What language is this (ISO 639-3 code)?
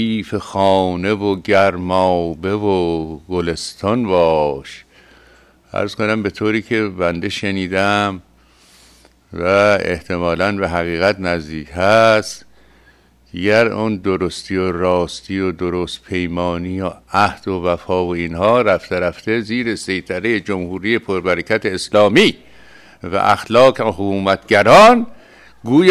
fas